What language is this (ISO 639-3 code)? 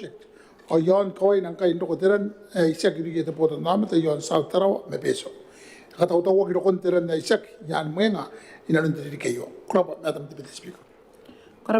gil